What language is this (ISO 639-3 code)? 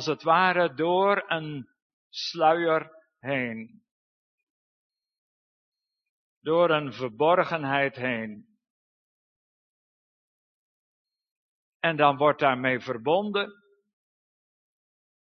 nld